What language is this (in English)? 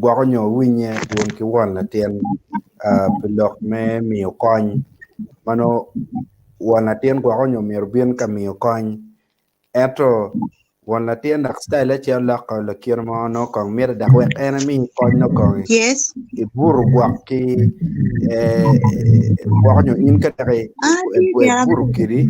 Acoli